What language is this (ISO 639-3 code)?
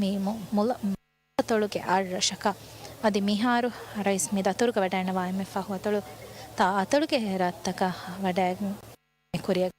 div